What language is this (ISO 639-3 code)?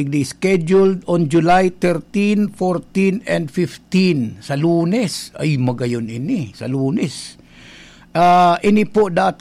bik